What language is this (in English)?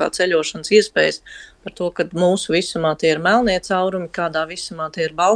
Latvian